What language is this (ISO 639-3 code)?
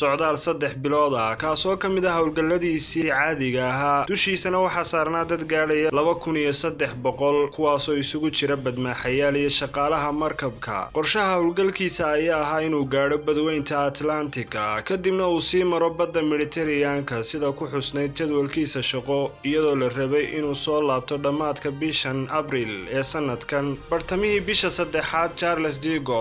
som